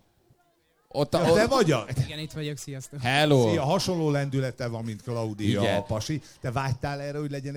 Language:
Hungarian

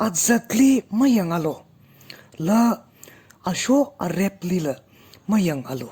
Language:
Tangkhul Naga (India)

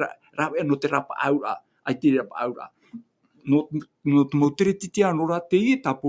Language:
Tahitian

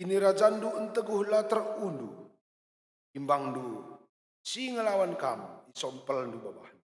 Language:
Batak Karo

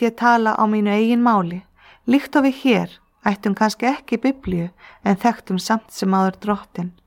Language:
Icelandic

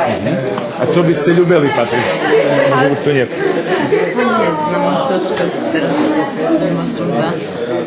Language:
Rusyn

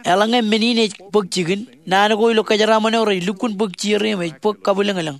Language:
Marshallese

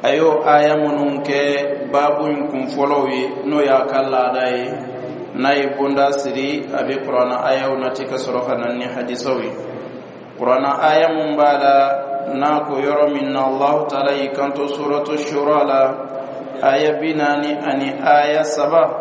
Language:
Dyula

